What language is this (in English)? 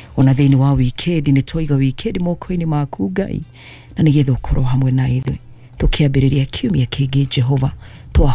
Kikuyu